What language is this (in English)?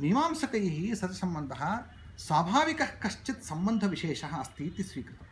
Sanskrit